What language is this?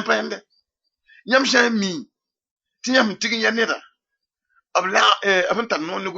Mossi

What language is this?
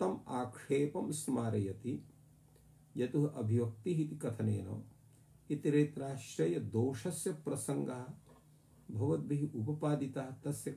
Sanskrit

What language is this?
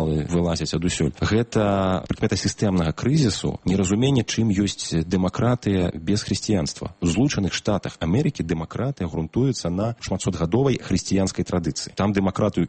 Belarusian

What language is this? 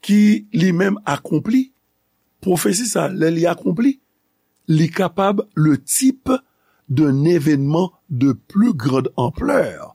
Haitian Creole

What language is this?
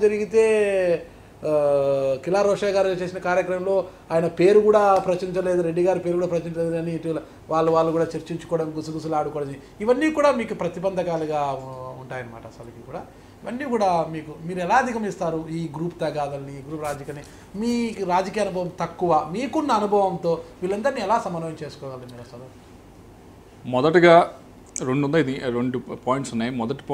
Telugu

